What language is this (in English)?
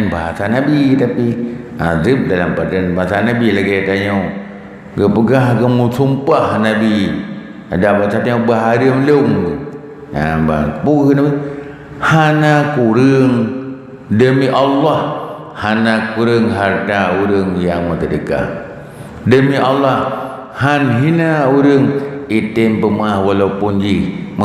Achinese